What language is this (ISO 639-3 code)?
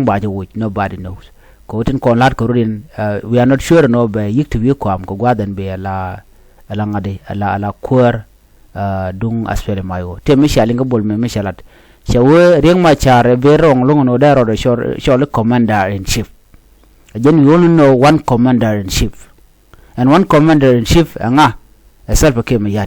nus